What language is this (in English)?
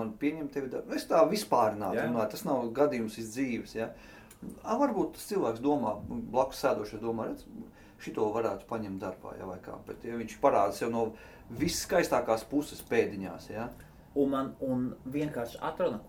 Latvian